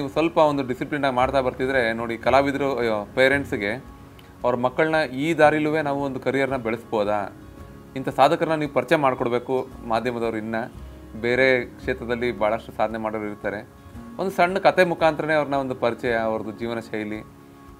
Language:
Kannada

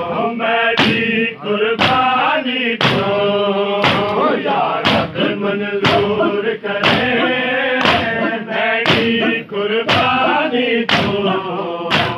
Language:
Hindi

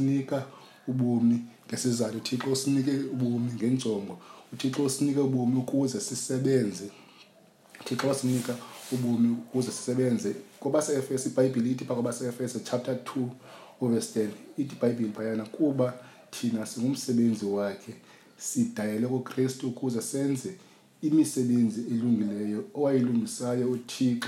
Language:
Xhosa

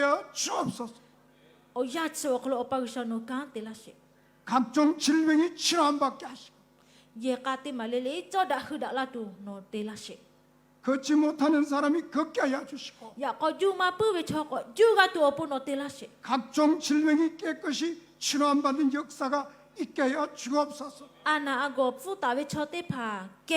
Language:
Lahu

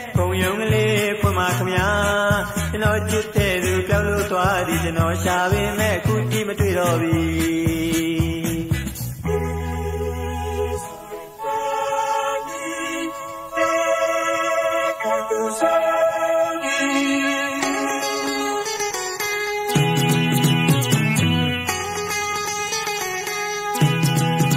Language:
Burmese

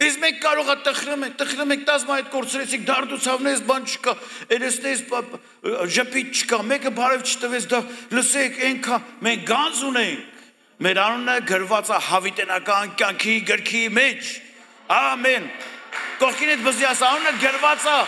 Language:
Armenian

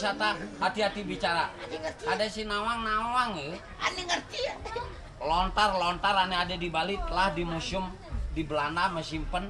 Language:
Balinese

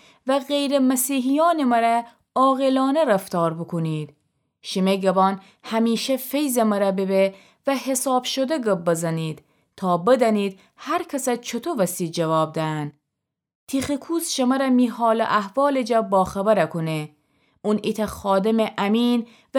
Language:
Gilaki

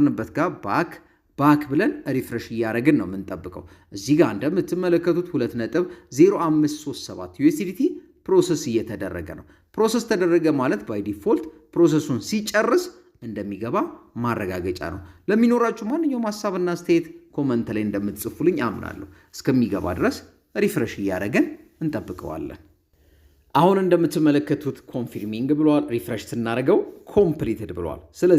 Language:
Amharic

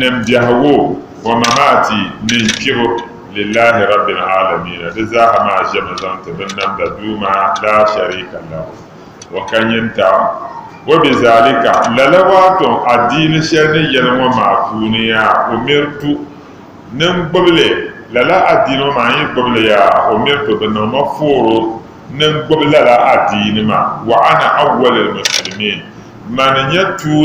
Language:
Dagbani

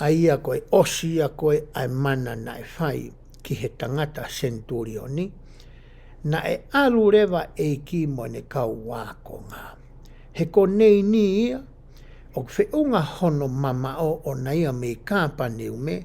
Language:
Tongan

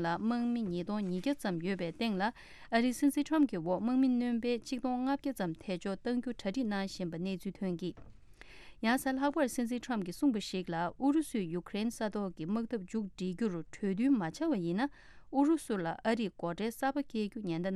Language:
Tibetan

